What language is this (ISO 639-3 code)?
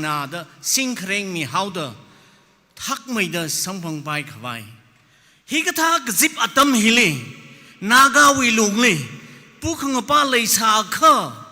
nmf